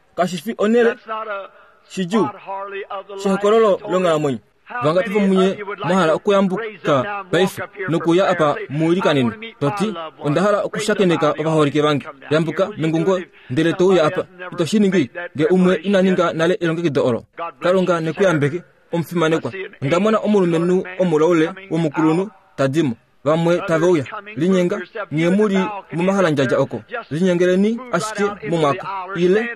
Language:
Kuanyama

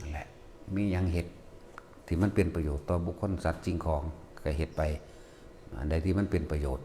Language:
Northeastern Thai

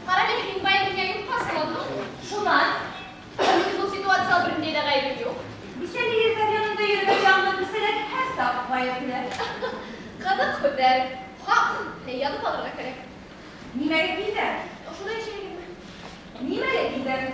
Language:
Bashkir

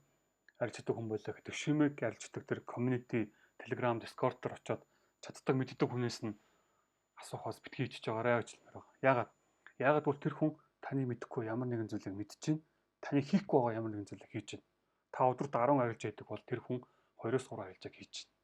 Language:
Mongolian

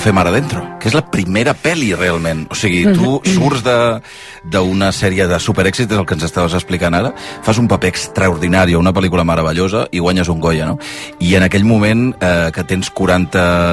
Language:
Catalan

